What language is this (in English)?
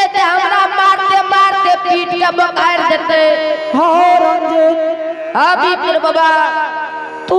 Angika